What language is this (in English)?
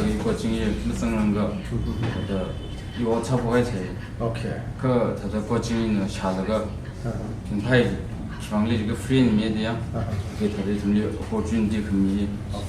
Tangkhul Naga (India)